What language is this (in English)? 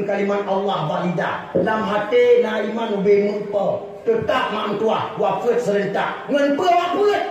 Achinese